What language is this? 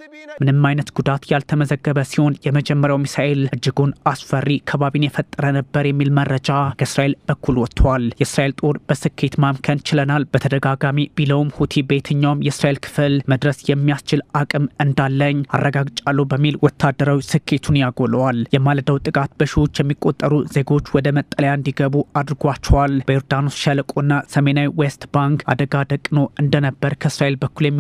Amharic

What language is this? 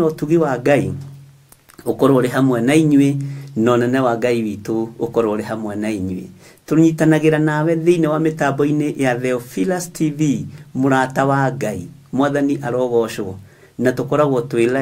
Kikuyu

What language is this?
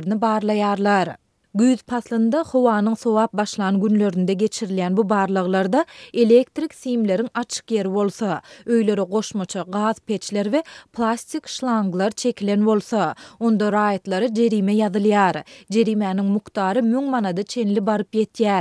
Turkmen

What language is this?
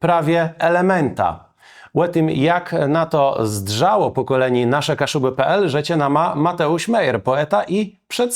Kashubian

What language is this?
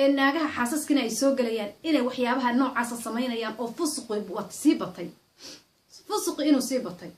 Somali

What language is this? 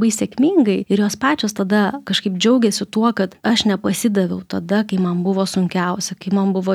Lithuanian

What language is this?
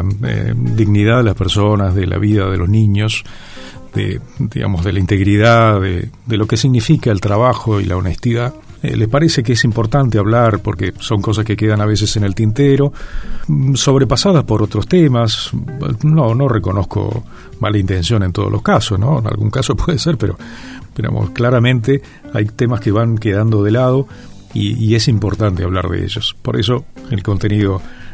Spanish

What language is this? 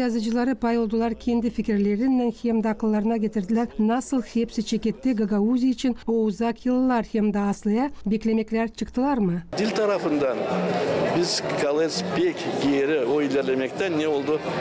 Gagauz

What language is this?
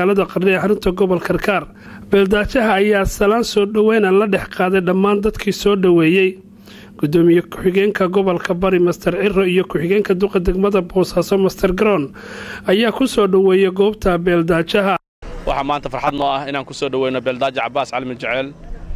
Somali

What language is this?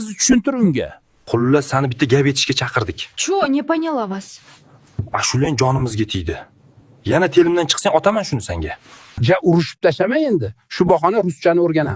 Uzbek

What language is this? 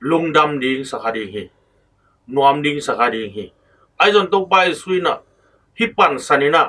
Tedim Chin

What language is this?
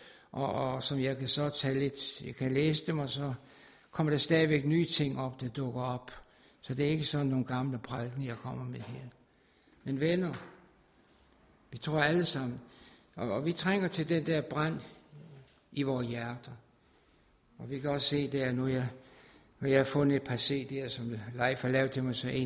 Danish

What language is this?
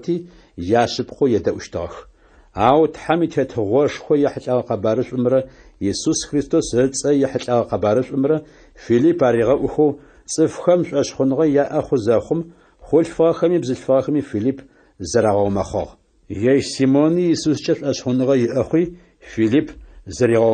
Adyghe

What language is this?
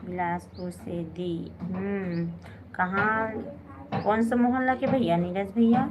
Chhattisgarhi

